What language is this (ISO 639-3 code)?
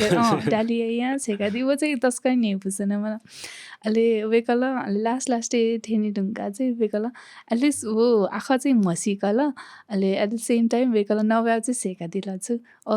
new